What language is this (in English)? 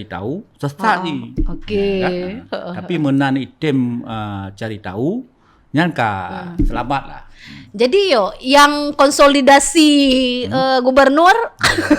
Achinese